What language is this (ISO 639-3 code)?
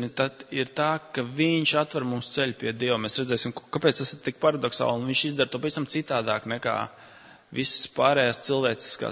lav